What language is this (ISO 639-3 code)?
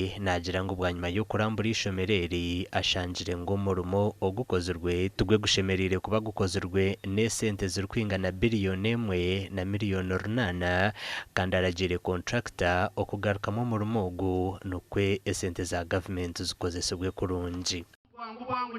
nyn